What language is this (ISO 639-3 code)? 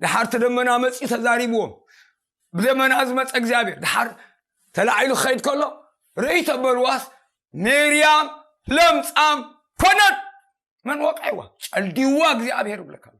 tir